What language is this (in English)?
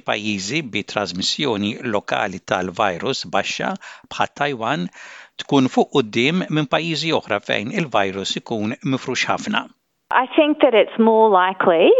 Maltese